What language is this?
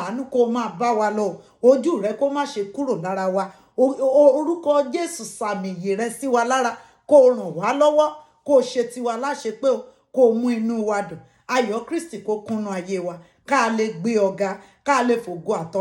Yoruba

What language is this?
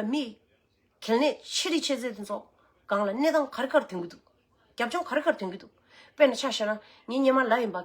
Tibetan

